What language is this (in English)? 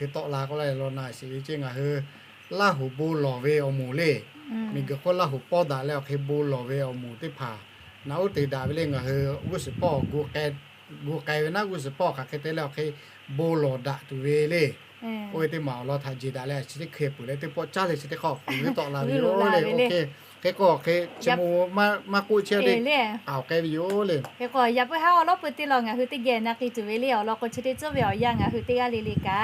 Lahu